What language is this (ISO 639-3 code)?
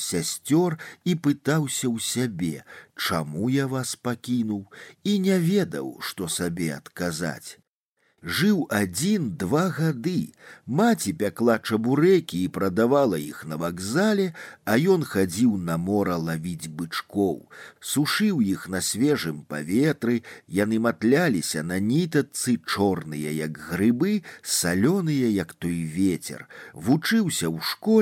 bel